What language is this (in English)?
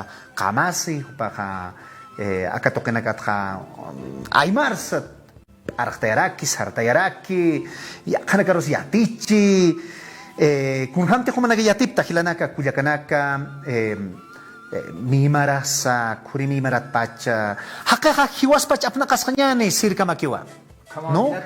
Aymara